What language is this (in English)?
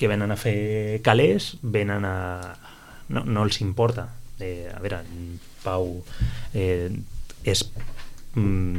Catalan